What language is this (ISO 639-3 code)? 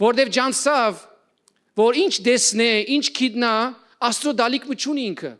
hyw